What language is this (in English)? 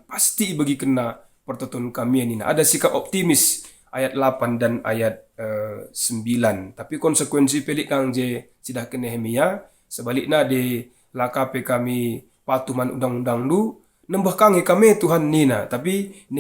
Batak Karo